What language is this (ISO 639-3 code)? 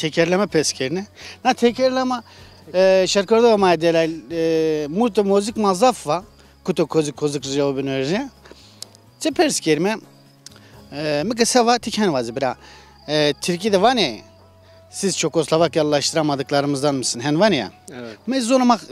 zza